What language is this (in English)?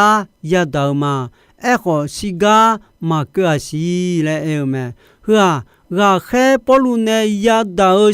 Akha